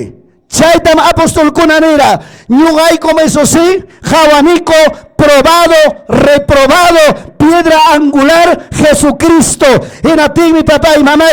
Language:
Ayacucho Quechua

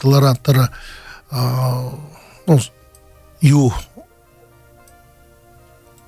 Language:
Buriat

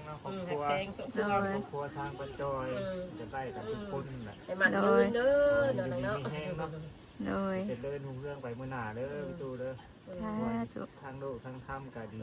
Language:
Northeastern Thai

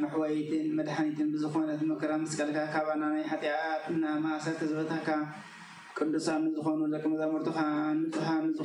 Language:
Tigrinya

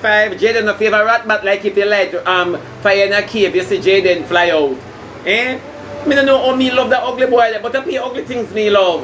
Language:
Jamaican Creole English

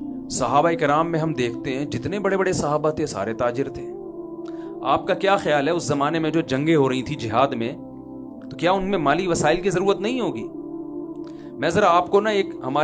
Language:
Urdu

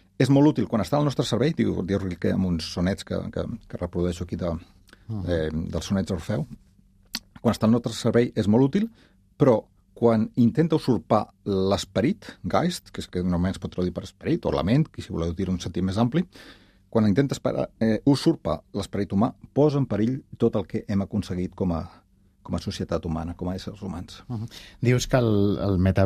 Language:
Catalan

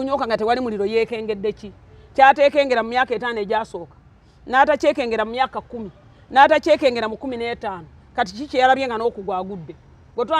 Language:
Ganda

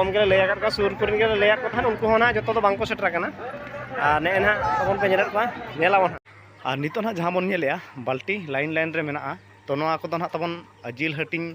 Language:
Santali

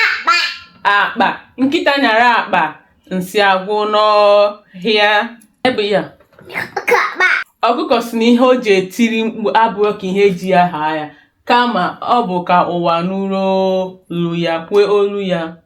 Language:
Igbo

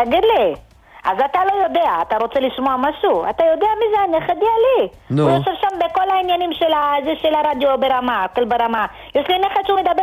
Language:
Hebrew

